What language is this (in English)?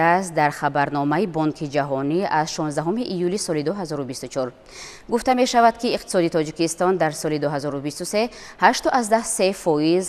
Tajik